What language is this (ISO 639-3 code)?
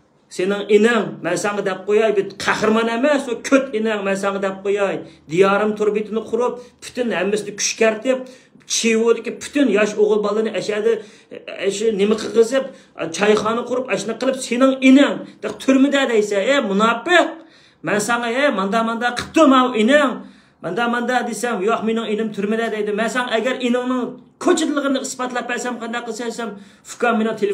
uig